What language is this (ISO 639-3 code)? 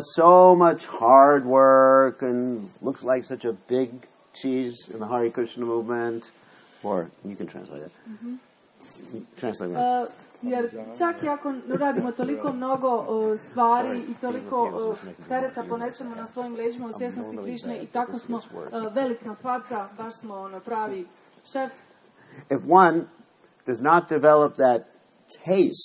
hrv